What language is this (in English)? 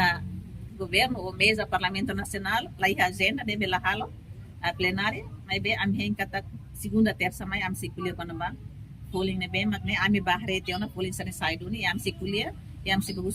Tetum